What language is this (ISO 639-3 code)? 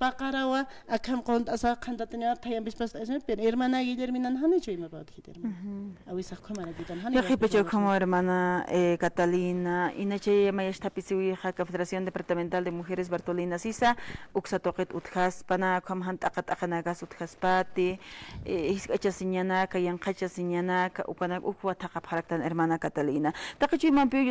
aym